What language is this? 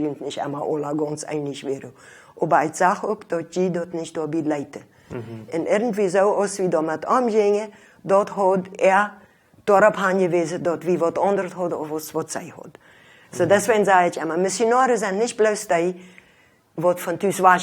Plautdietsch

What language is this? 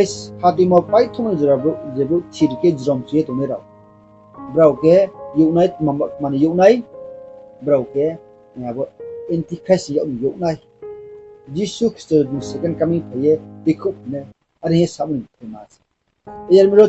Riang (India)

